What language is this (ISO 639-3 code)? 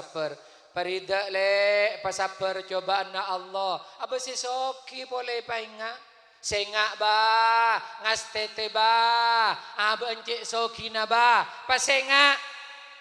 mad